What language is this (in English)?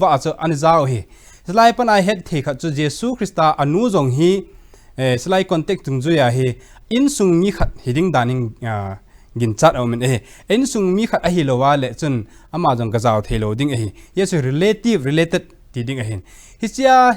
Thado Chin